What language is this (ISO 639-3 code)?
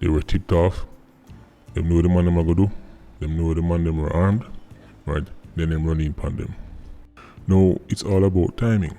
jam